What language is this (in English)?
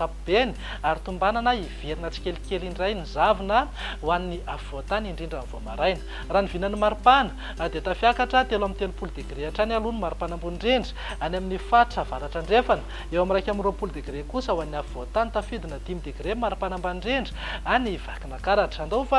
Malagasy